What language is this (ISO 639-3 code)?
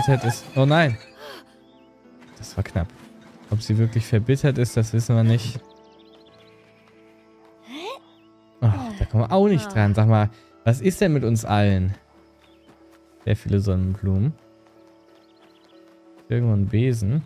deu